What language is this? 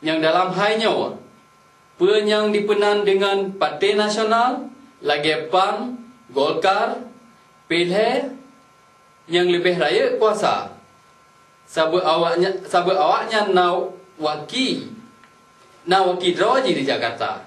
Achinese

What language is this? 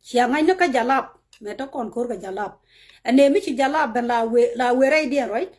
Nuer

